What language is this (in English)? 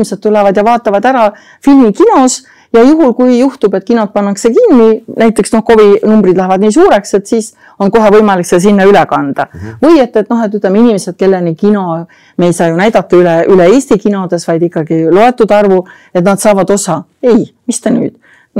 Estonian